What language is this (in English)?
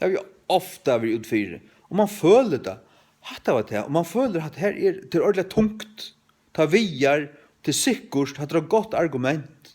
Faroese